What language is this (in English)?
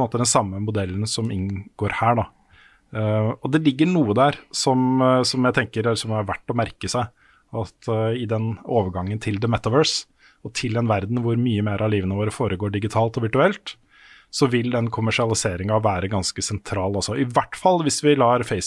Norwegian